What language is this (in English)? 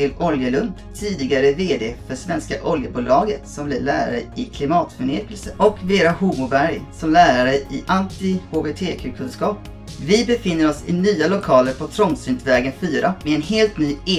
Swedish